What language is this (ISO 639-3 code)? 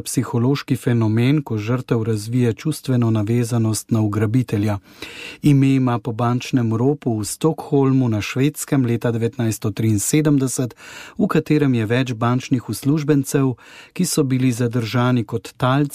slv